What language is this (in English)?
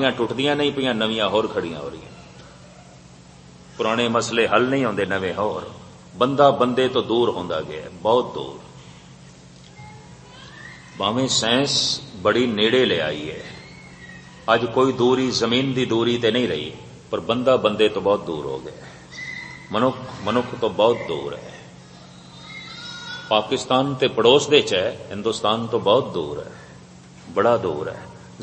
Punjabi